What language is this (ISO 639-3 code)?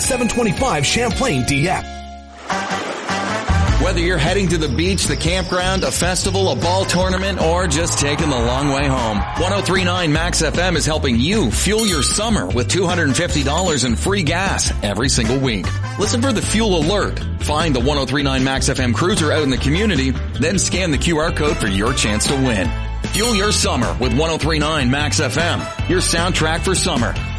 eng